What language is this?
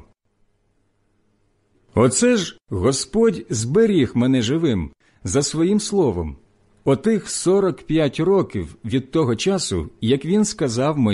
Ukrainian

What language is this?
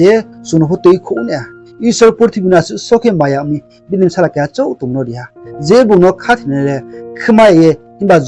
Riang (India)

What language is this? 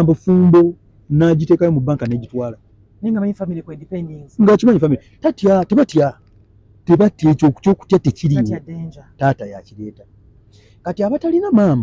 Ganda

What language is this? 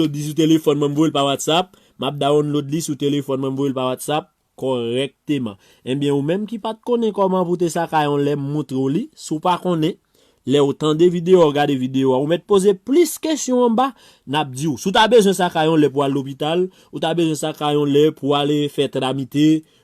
Haitian Creole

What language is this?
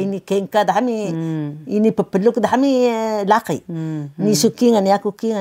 Taroko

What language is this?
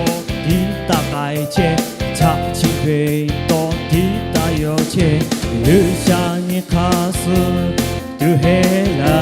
Lahu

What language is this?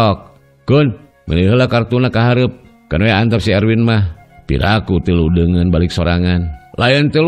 Sundanese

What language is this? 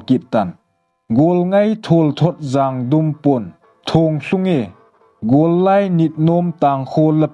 Thado Chin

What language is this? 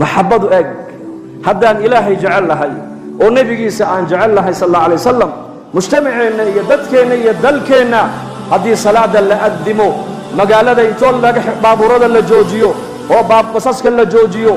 Somali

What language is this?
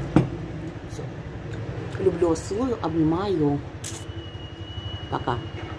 Russian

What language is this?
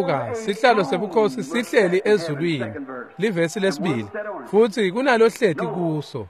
Swati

